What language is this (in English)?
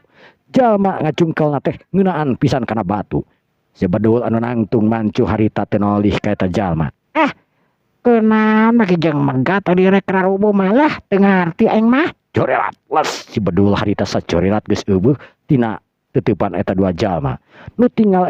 Sundanese